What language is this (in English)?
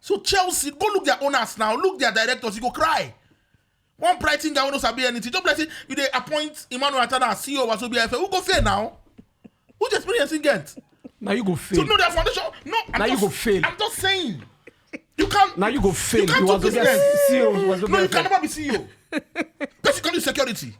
Nigerian Pidgin